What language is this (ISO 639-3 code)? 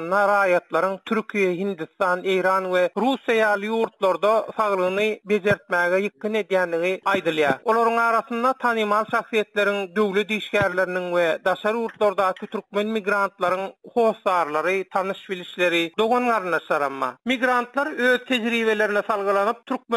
tuk